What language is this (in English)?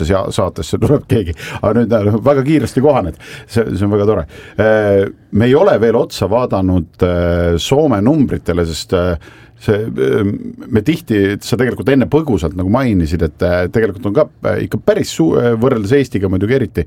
Estonian